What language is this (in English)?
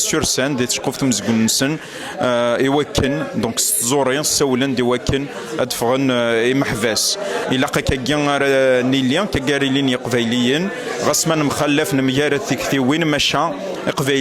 Kabyle